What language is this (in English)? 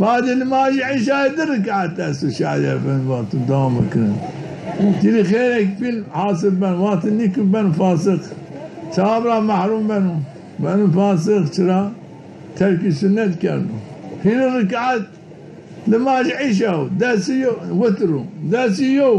Zaza